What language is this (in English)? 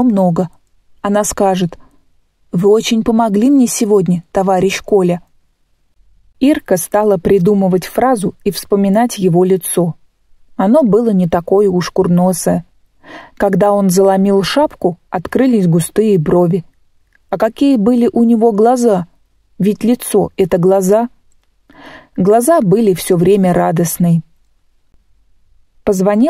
Russian